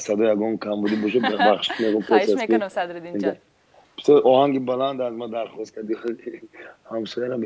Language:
Tajik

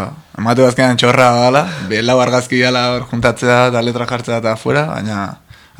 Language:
Basque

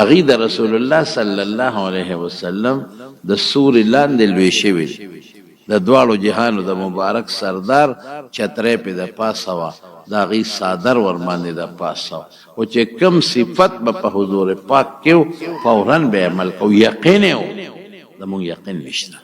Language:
Pashto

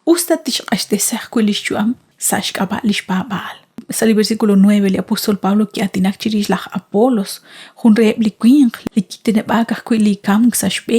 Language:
Kekchí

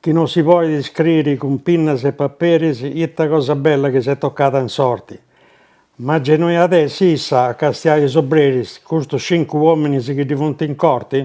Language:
Sardinian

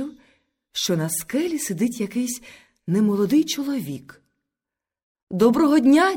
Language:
Ukrainian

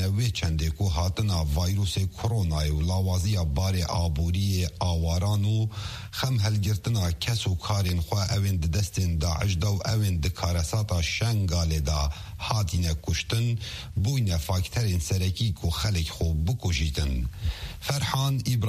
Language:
Kurdish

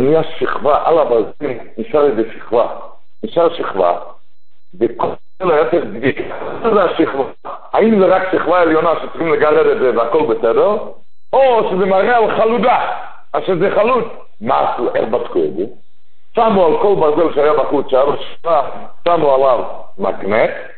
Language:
Hebrew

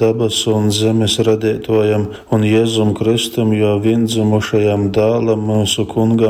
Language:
Latgalian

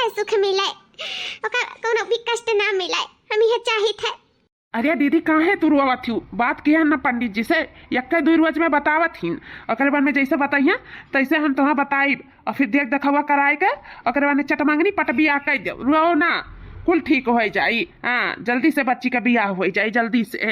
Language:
Awadhi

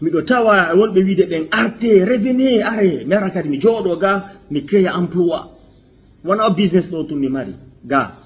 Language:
Fula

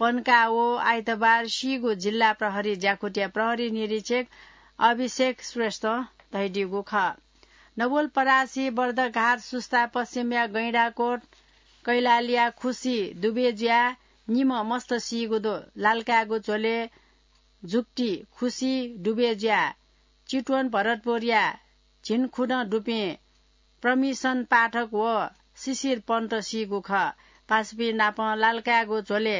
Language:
Newari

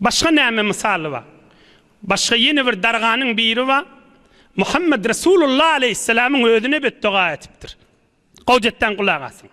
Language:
Turkmen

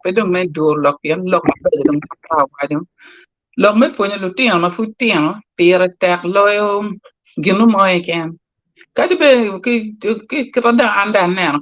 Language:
Acoli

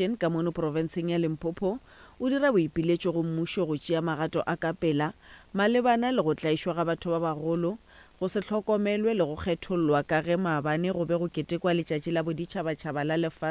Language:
Northern Sotho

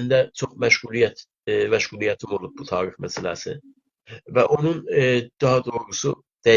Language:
South Azerbaijani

